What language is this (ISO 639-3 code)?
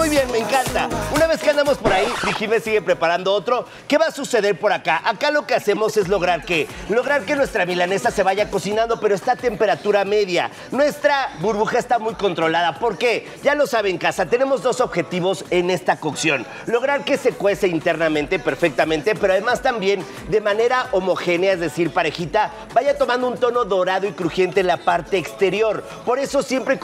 spa